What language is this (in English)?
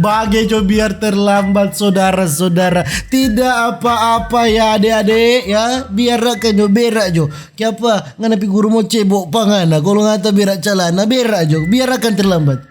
Manado Malay